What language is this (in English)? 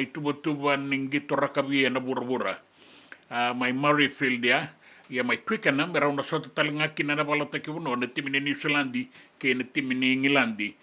Fijian